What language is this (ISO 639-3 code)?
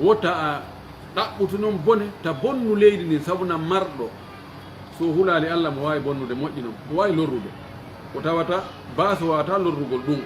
fuf